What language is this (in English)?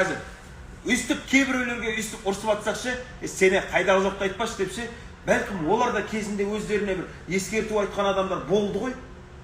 Kazakh